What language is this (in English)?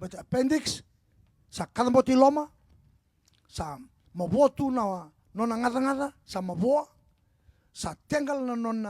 Fijian